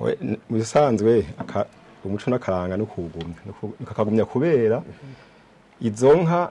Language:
Rundi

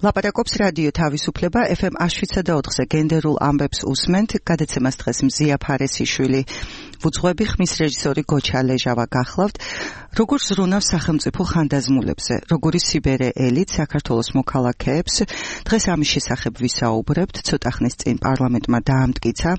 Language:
Georgian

